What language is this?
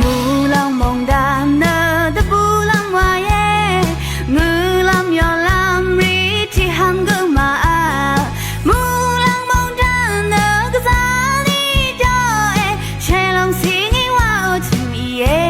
Rawang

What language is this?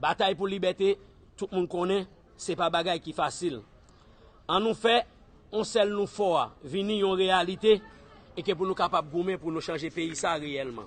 Haitian Creole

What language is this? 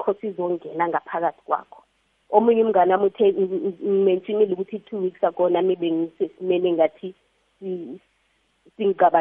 South Ndebele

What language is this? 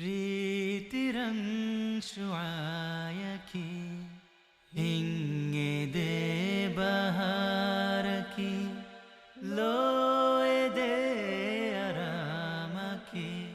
Divehi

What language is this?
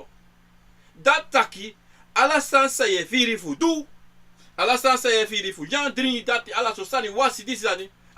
Sranan Tongo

